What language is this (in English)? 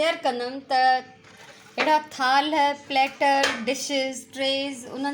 Sindhi